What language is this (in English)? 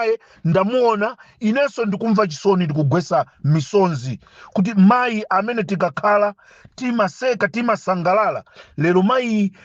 Nyanja